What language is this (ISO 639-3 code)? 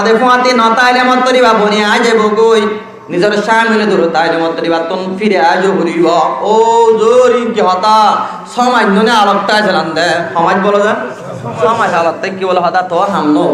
rhg